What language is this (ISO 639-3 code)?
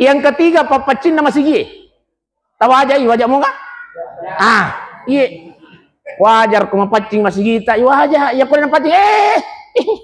bug